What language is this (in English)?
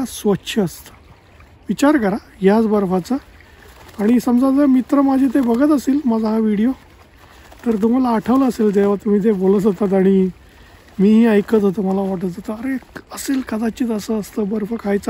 Marathi